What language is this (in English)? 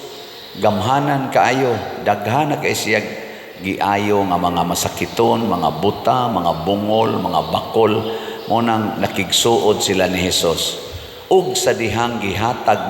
Cebuano